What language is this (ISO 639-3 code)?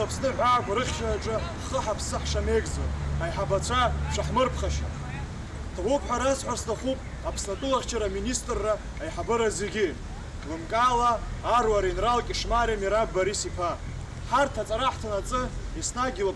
abk